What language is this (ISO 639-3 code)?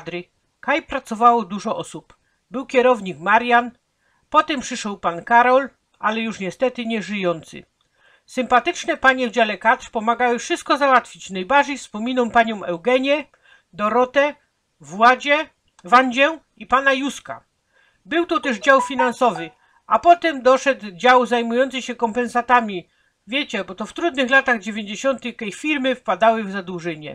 szl